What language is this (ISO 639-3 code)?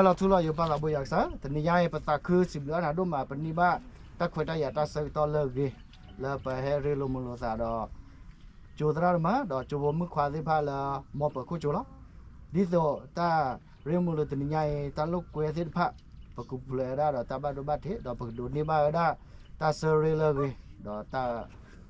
ksw